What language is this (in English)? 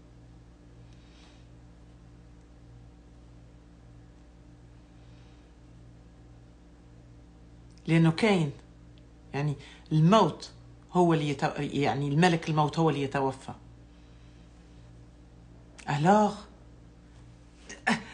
Algerian Arabic